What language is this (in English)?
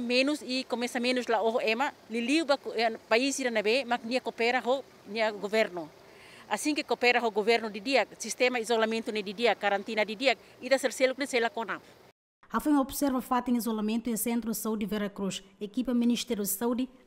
Tetum